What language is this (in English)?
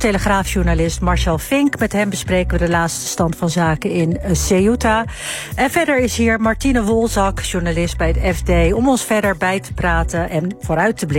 Dutch